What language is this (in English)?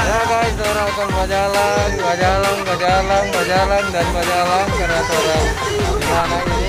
Manado Malay